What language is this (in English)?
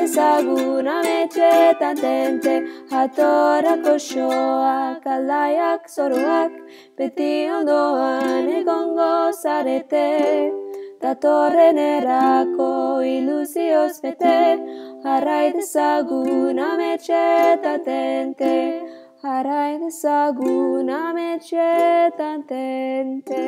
Basque